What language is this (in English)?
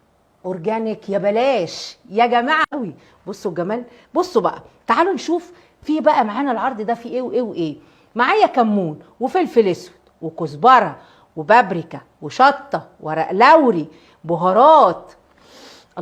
Egyptian Arabic